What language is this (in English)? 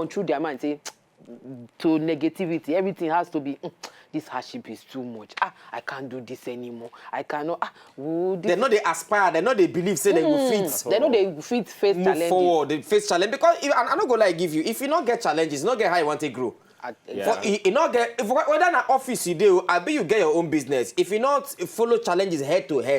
Nigerian Pidgin